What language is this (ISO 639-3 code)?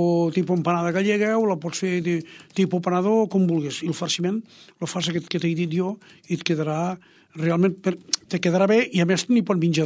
cat